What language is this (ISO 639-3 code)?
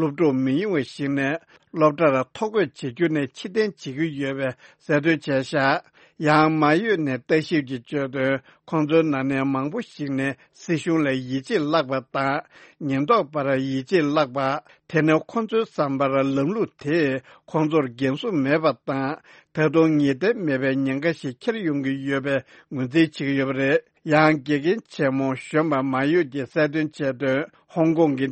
bod